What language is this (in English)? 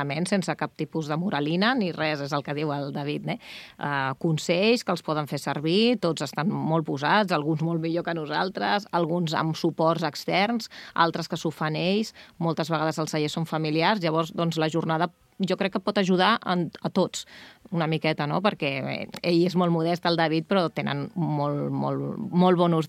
Catalan